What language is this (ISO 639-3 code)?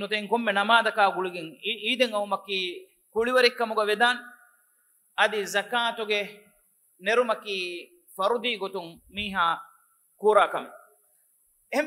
div